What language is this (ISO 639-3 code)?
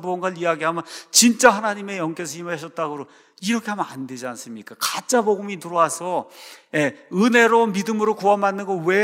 kor